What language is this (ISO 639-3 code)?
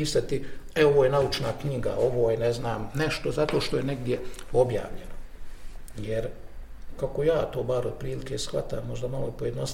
bos